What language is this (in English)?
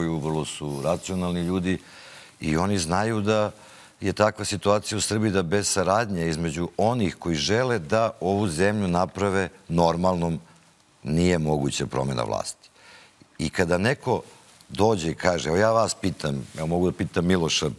Serbian